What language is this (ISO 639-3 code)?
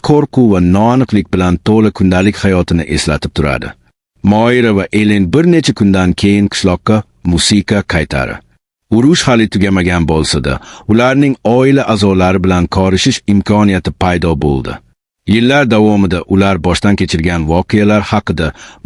uzb